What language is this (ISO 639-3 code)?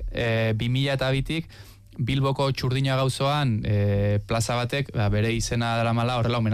eus